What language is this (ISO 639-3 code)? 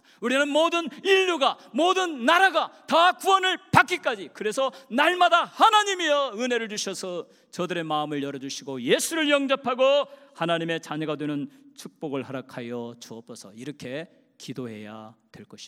kor